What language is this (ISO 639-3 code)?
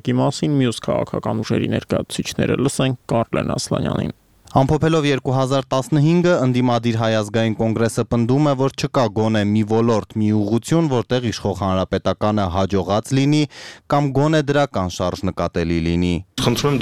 hye